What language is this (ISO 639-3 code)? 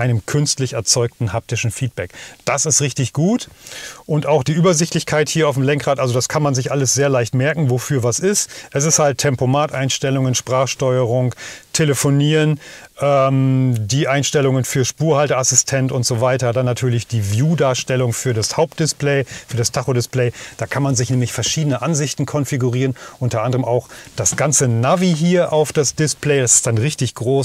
deu